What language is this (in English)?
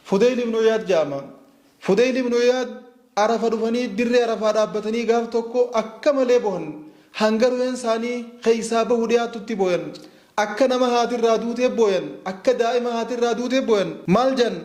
Oromo